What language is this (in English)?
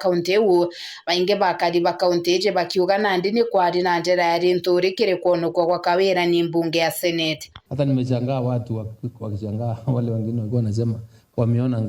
Meru